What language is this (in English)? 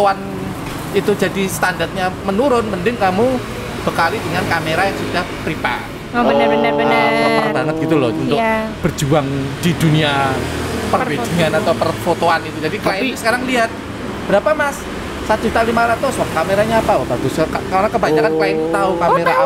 Indonesian